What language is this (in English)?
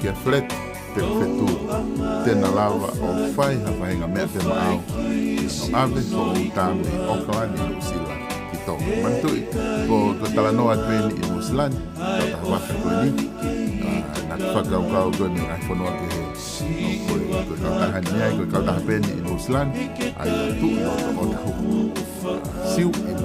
Tongan